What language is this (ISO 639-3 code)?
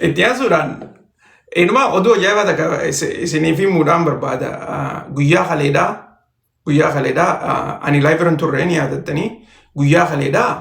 orm